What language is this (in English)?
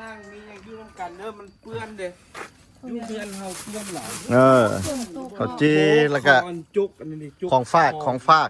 Lao